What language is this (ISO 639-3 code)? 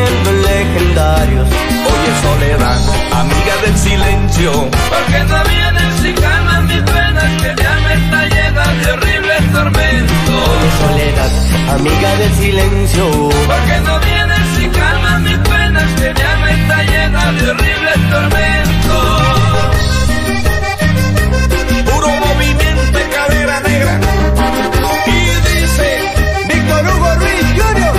spa